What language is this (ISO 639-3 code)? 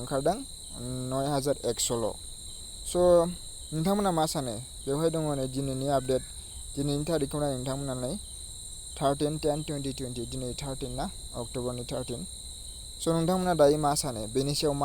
brx